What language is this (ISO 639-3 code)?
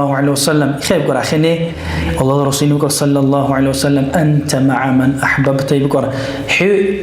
dar